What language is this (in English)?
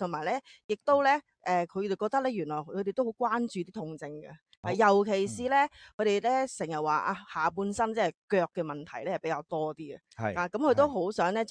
Cantonese